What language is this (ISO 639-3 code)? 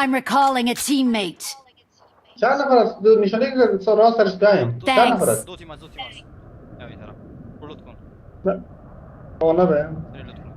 tgk